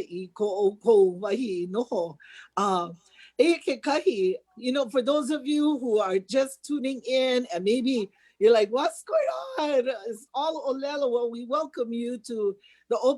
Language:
Hawaiian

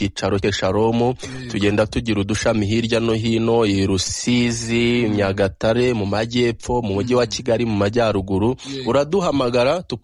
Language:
Kinyarwanda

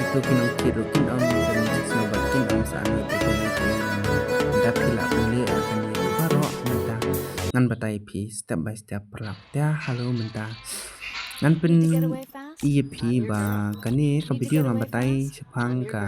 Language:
Khasi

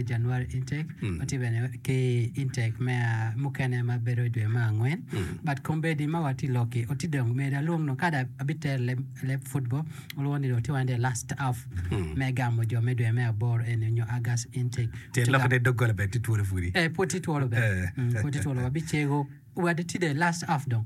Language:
Acoli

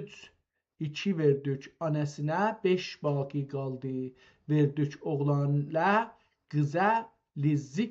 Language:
South Azerbaijani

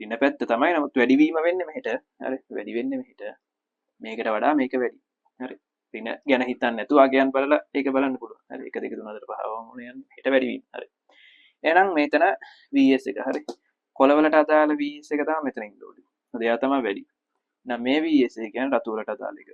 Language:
Sinhala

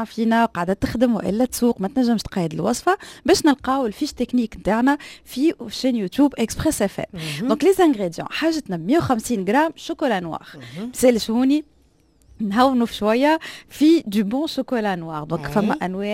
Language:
Tunisian Arabic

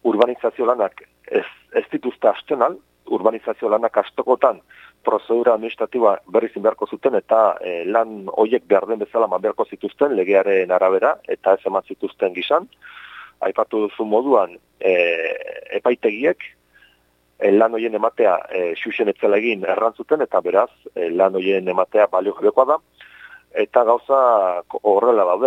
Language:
Basque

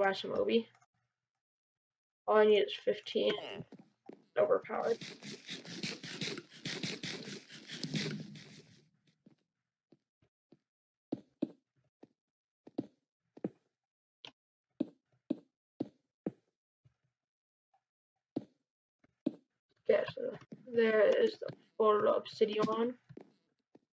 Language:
English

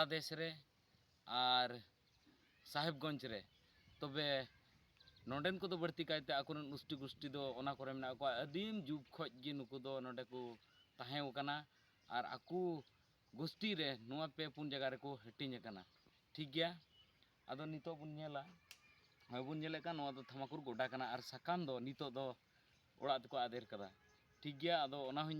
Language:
Santali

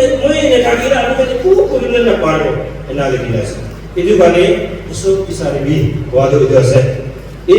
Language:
Naga Pidgin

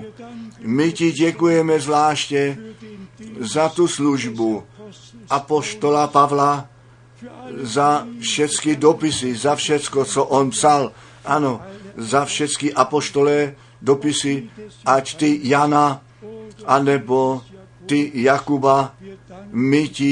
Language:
Czech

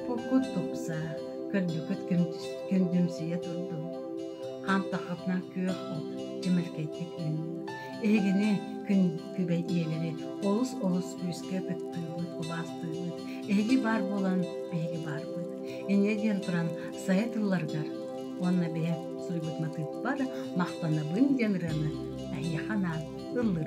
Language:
Yakut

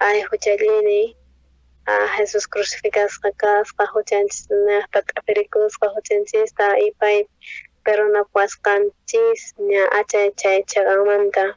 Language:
South Bolivian Quechua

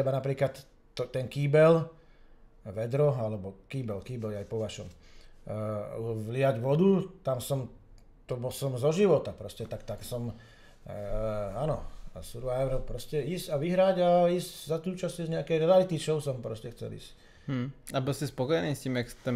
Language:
Slovak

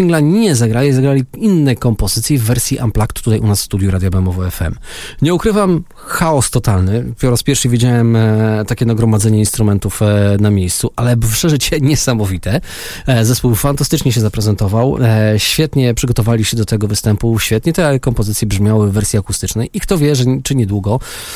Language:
Polish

